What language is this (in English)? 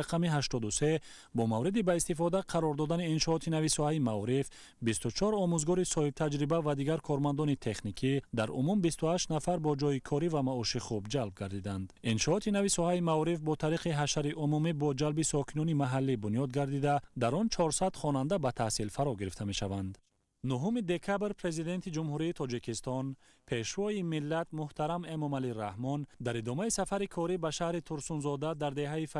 Tajik